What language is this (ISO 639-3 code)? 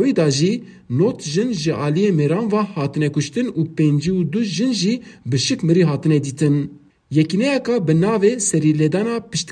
kur